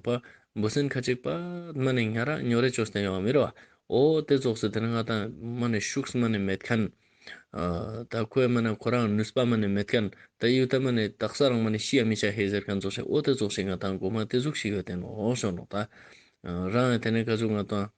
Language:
Ladakhi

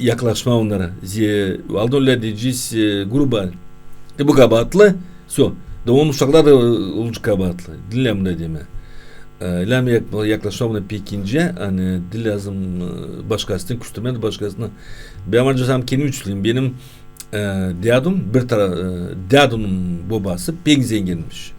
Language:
Gagauz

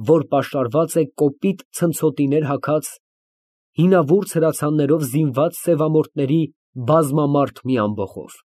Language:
Armenian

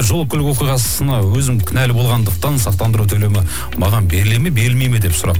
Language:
Kazakh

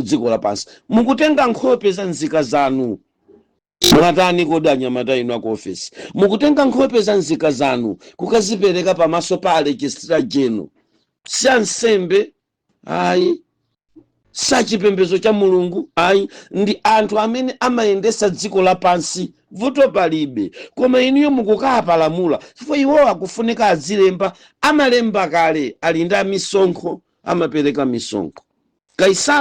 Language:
Nyanja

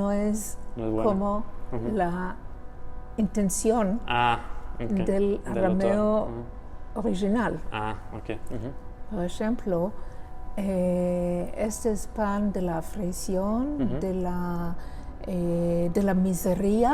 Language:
Ladino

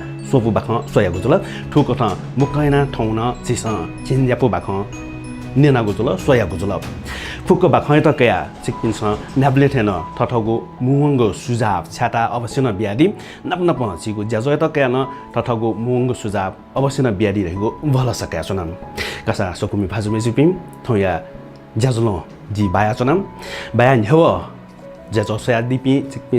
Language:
Newari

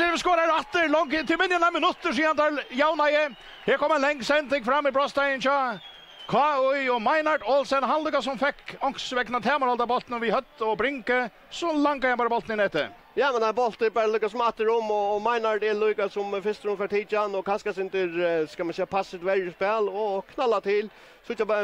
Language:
Faroese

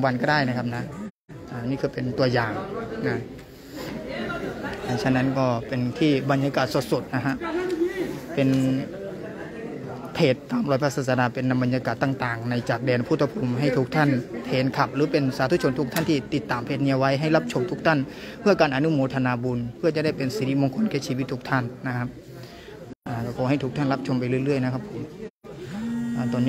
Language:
Thai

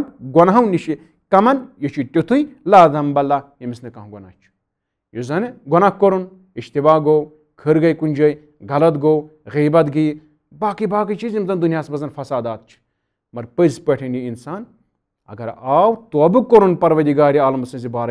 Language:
Kashmiri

